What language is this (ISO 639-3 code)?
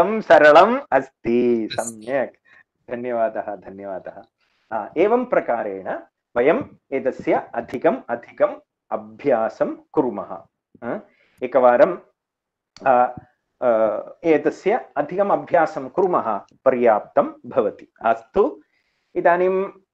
san